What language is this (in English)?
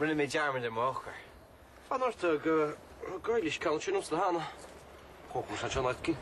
Irish